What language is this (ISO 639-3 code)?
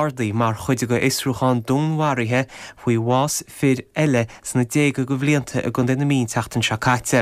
gle